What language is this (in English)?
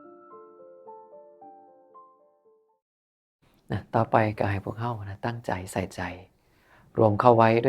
Northeastern Thai